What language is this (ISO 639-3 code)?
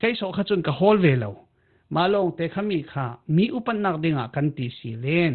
cfm